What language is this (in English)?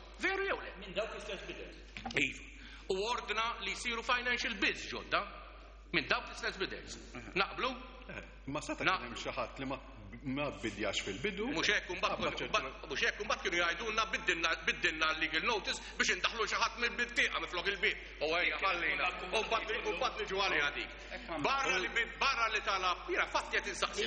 Maltese